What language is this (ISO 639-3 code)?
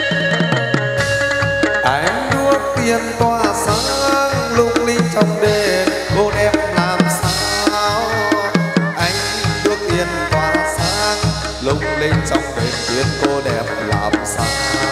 vie